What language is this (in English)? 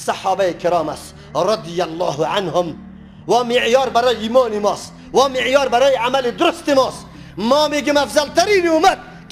Persian